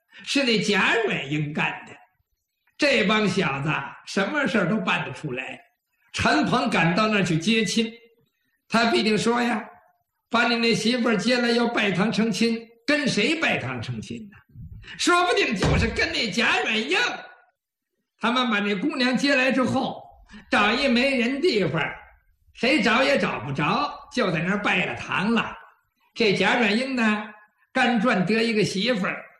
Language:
Chinese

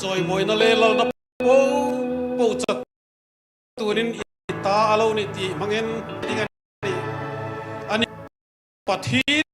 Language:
Hmar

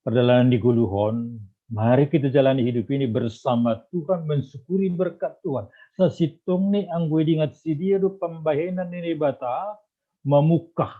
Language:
Batak Simalungun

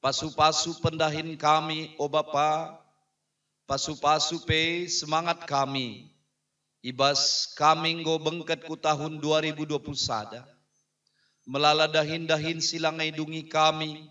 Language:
Batak Karo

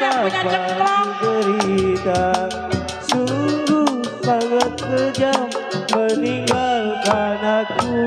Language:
Betawi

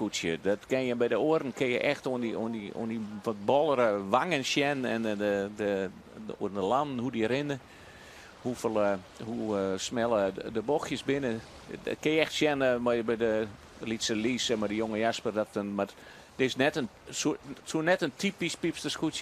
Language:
Western Frisian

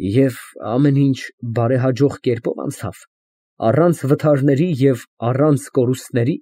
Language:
Armenian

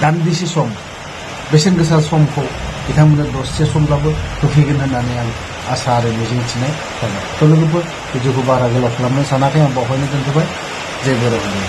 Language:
Bodo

